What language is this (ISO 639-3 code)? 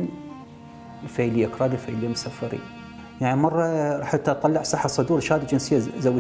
acm